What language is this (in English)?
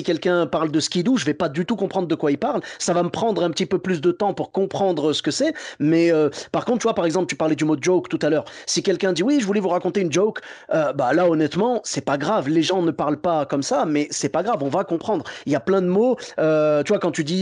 French